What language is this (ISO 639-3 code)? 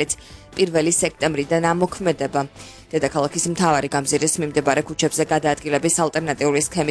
kat